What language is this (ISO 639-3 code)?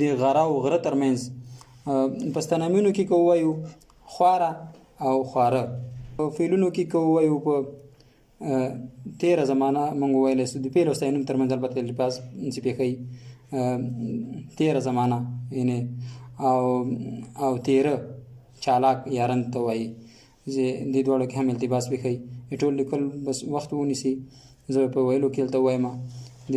pus